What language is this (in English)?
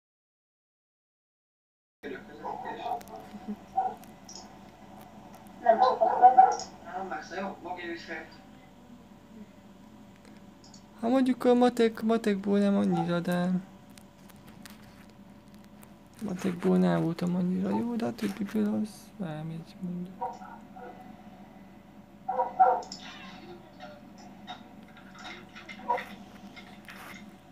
Hungarian